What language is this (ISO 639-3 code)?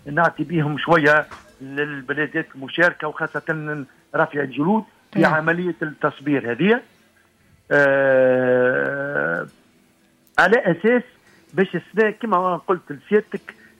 aeb